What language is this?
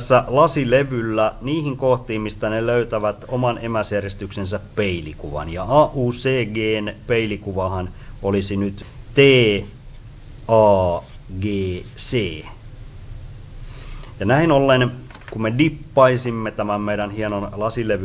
Finnish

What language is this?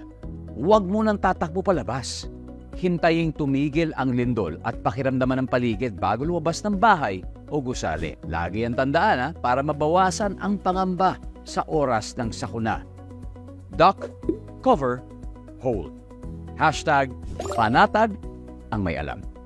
Filipino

